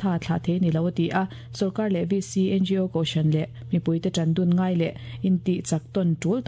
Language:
Mizo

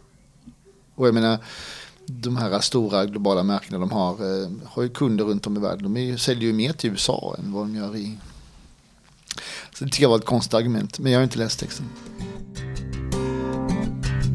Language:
Swedish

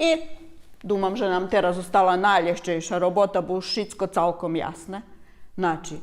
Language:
Rusyn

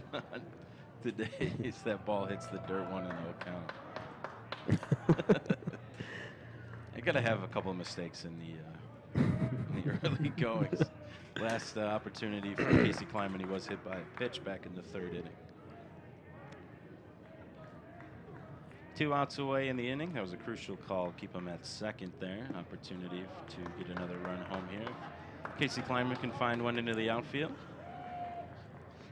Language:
English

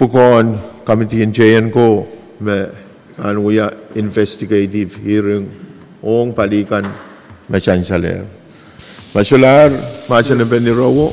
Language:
Pohnpeian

